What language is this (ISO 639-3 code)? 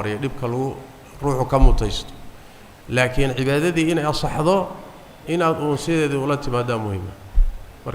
som